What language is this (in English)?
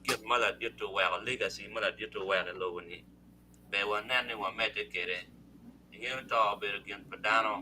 Acoli